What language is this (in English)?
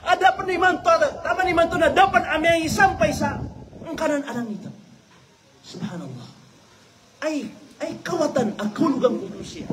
Maranao